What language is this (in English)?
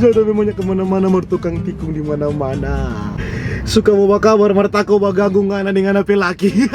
Manado Malay